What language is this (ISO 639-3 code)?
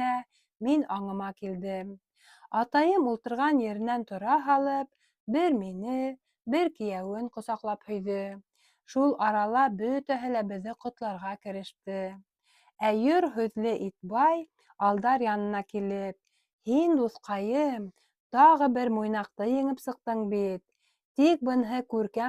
bak